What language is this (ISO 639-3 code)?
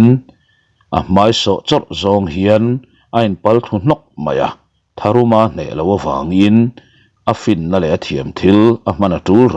lus